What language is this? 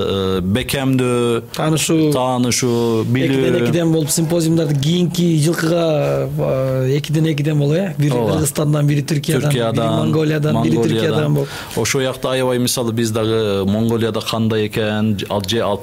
Kyrgyz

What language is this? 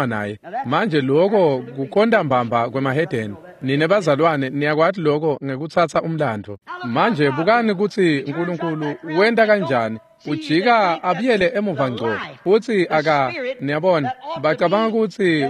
Swati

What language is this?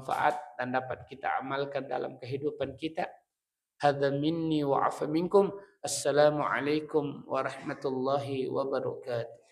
Buginese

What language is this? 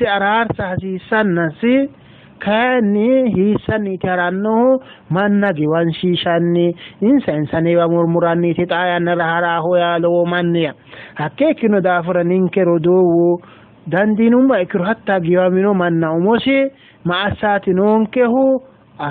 Sidamo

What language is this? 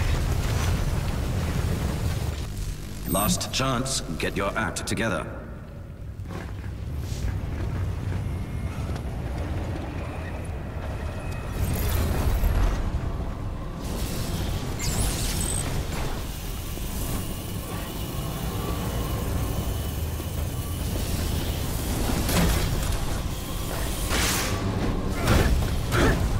English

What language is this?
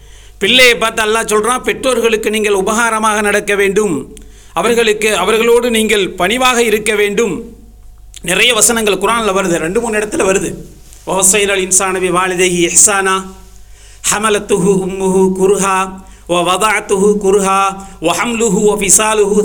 Tamil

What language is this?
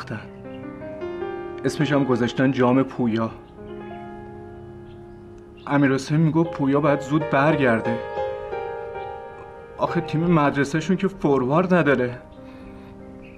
Persian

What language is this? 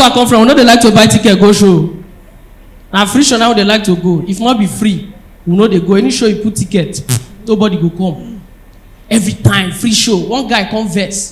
Nigerian Pidgin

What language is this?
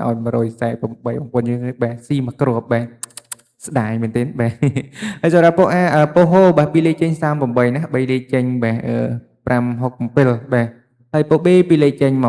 Khmer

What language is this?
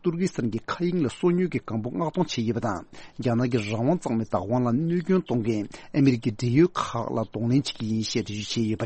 Tibetan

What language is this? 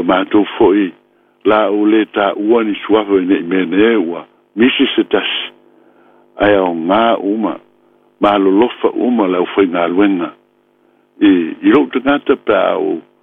Samoan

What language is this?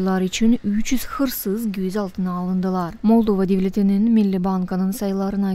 Gagauz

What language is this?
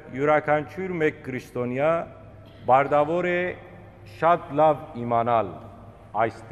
Western Armenian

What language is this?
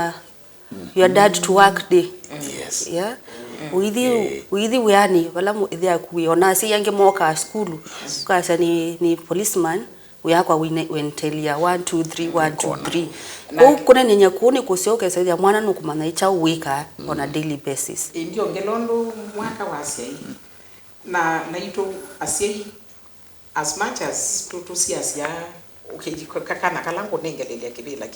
Kamba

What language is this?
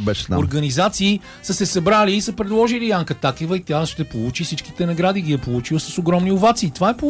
Bulgarian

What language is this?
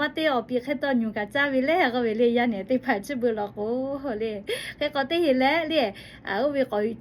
Lahu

